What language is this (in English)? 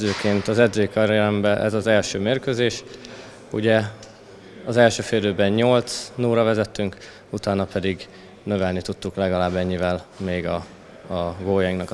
Hungarian